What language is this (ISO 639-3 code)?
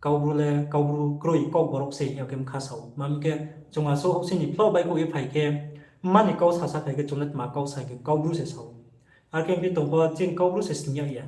ria